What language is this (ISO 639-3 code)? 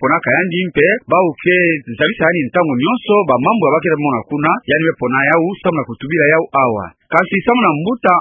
ktu